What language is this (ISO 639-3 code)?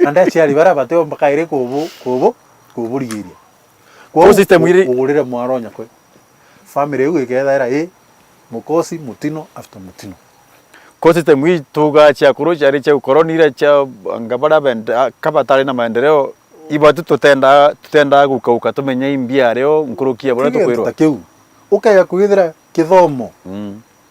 mer